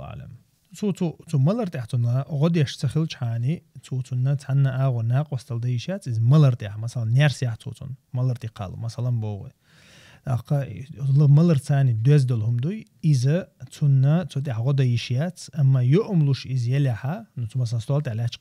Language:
Chechen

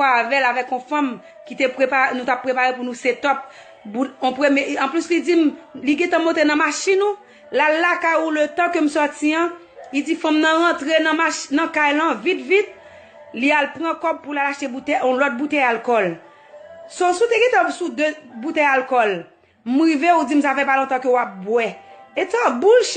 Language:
Haitian Creole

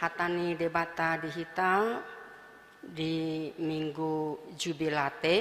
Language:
Batak Toba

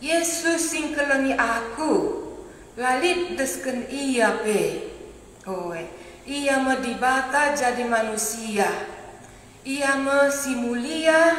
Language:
Batak Karo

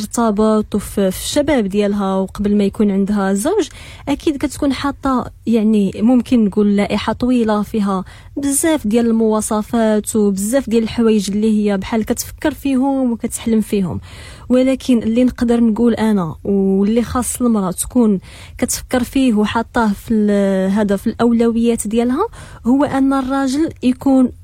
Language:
Moroccan Arabic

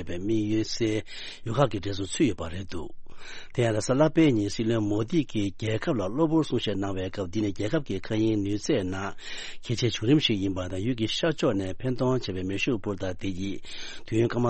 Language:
Tibetan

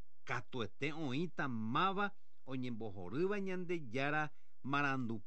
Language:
Guarani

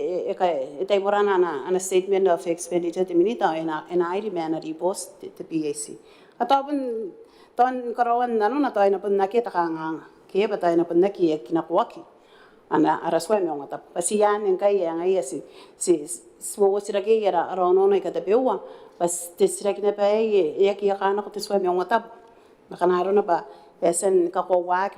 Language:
Gilbertese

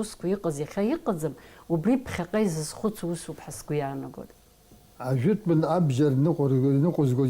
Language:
Abkhazian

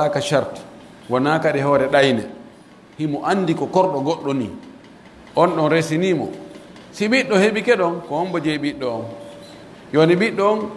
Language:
Pular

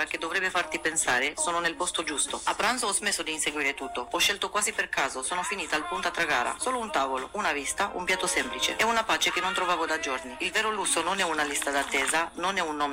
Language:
Italian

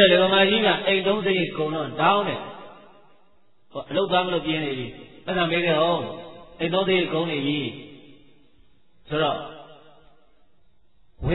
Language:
Burmese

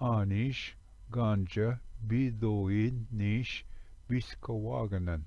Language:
Ojibwa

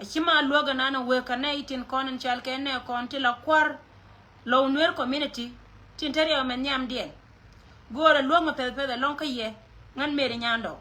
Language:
Nuer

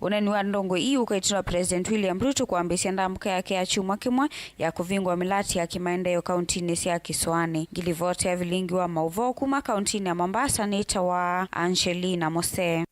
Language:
Kamba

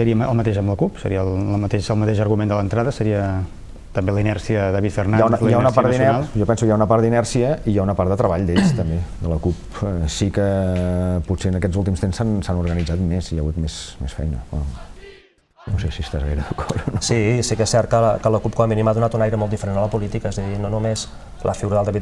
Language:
Catalan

